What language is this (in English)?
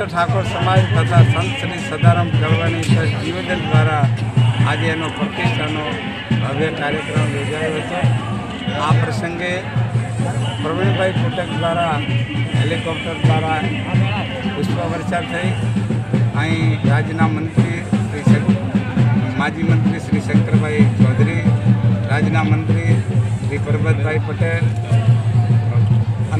Gujarati